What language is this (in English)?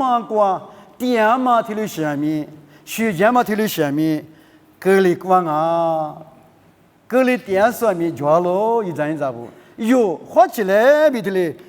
Lisu